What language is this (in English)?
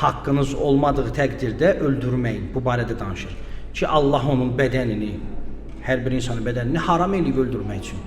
Azerbaijani